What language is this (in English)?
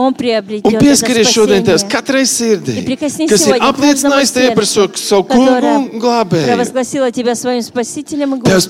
Latvian